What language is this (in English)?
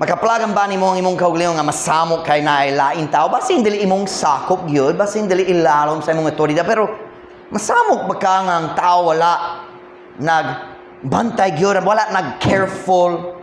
Cebuano